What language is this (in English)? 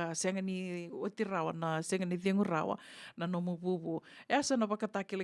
Fijian